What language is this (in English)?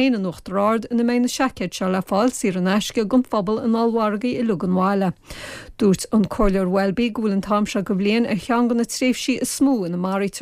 Irish